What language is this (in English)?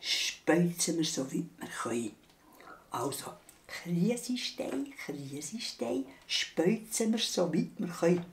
Swiss German